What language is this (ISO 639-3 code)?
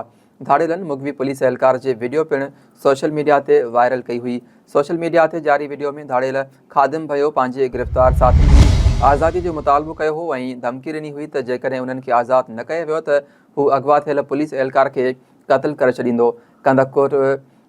snd